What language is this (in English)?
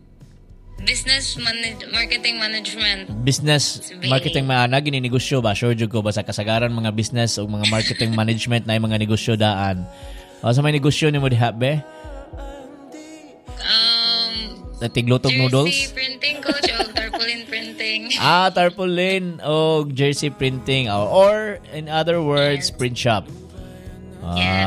Cebuano